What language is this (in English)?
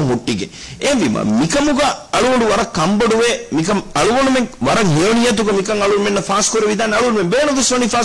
Divehi